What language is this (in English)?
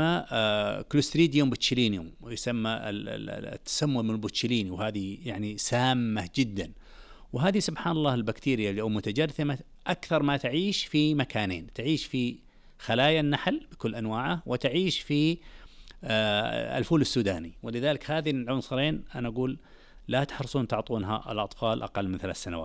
Najdi Arabic